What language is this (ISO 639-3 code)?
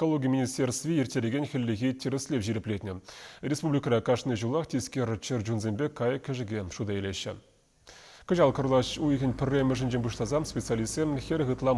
chv